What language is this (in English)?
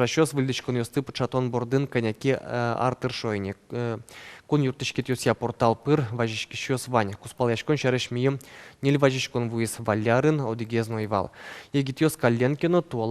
Udmurt